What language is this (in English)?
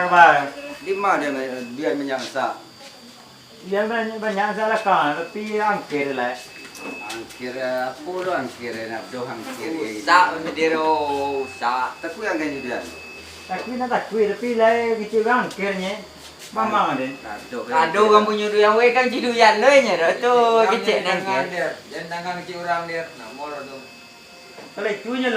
Minangkabau